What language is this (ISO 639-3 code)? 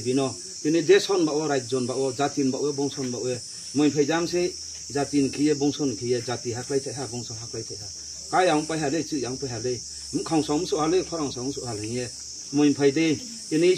ria